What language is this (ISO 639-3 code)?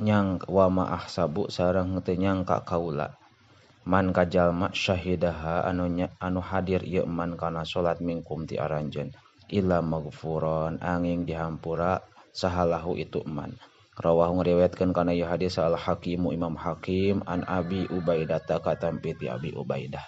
sun